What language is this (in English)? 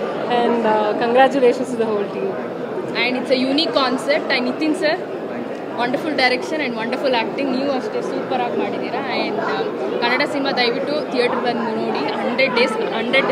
Kannada